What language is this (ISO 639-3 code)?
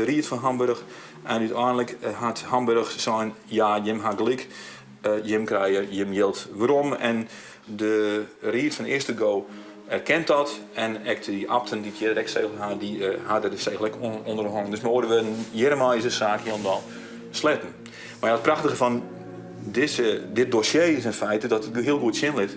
fry